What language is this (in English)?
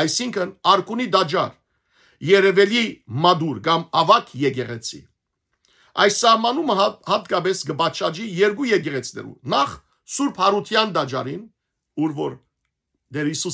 Western Armenian